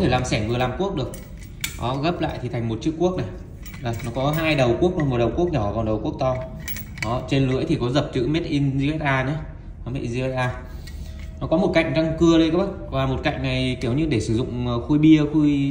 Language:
Vietnamese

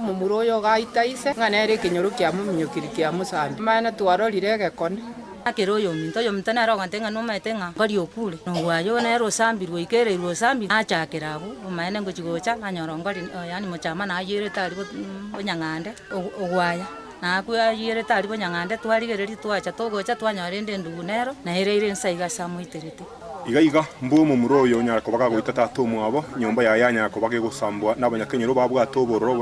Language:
Gusii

